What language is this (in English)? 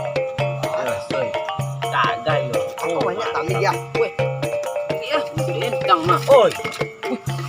Minangkabau